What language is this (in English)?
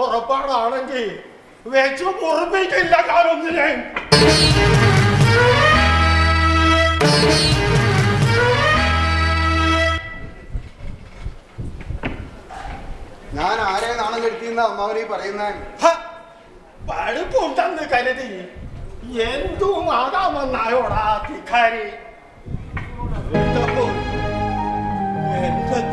Malayalam